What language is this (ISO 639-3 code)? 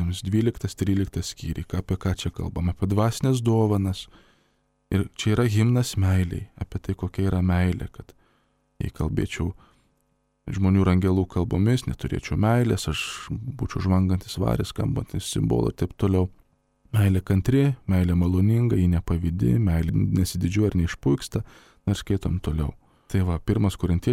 lit